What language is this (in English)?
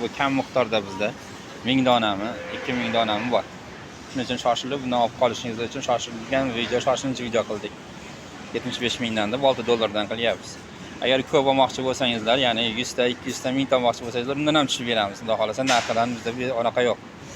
Uzbek